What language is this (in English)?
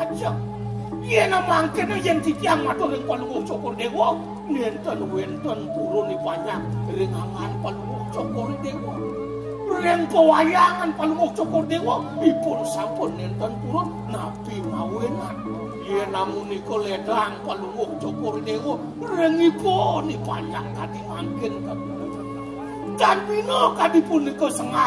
Balinese